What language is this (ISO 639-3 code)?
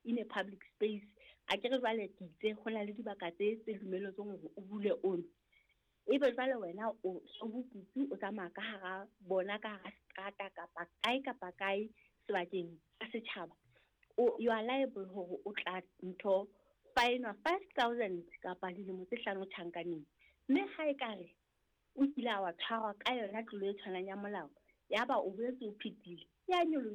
sot